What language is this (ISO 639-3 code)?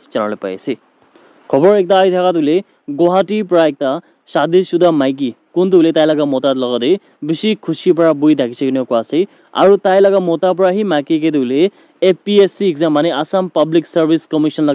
nag